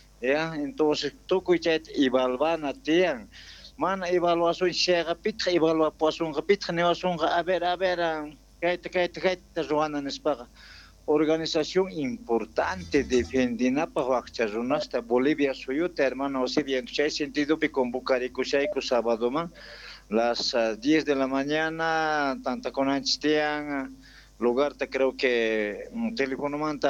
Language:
South Bolivian Quechua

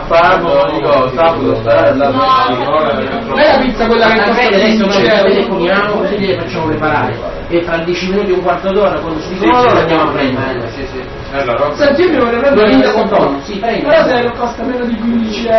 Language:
Italian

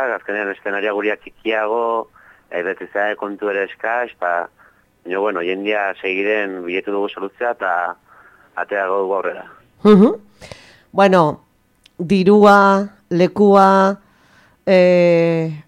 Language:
Basque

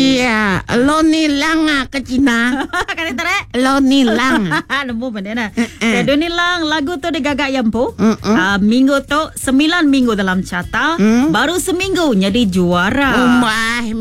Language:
Iban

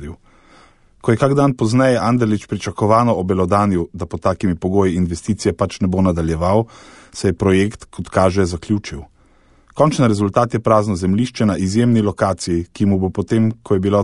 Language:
Slovenian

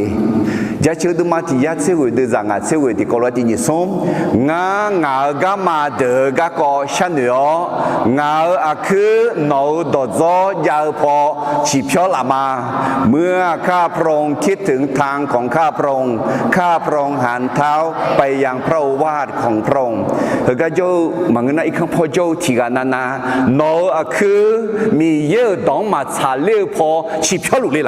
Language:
Akha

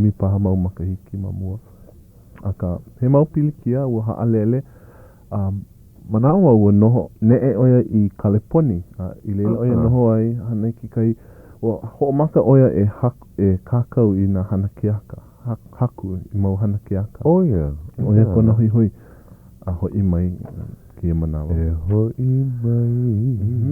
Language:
Hawaiian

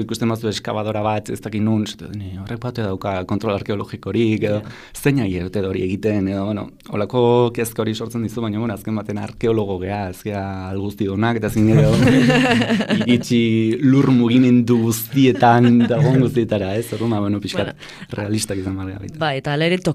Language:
Basque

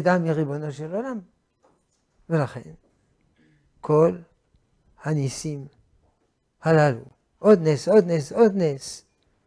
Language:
Hebrew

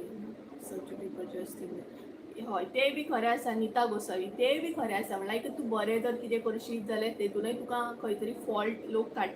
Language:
Konkani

